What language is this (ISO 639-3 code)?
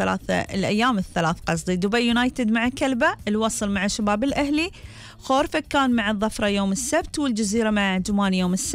afb